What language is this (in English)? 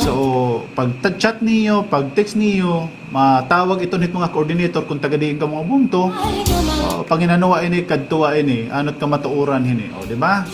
Waray